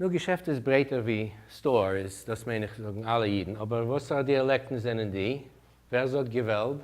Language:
Yiddish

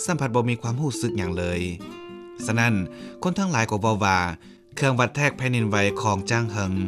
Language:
Lao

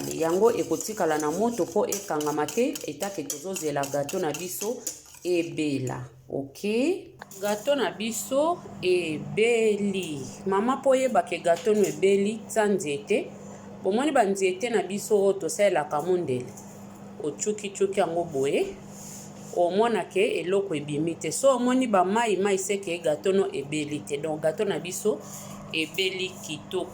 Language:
Lingala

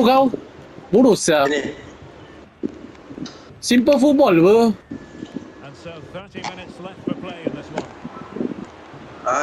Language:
Malay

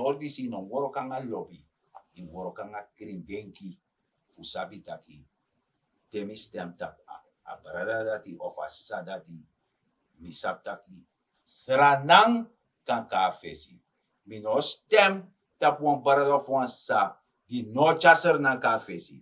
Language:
Sranan Tongo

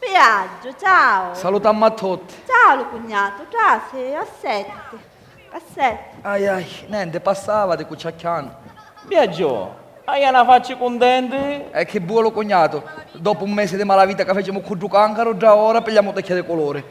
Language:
Sicilian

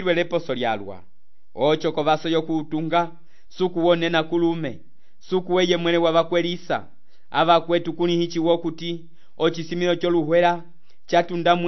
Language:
Umbundu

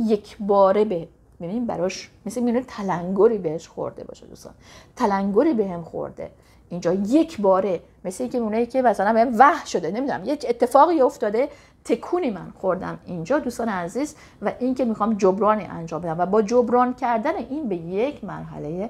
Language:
Persian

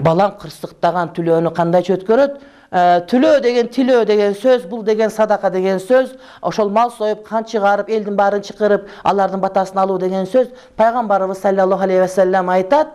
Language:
Kyrgyz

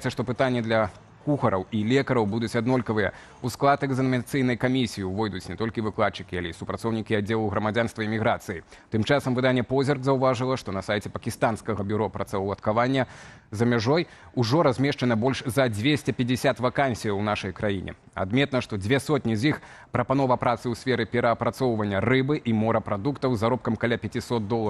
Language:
Belarusian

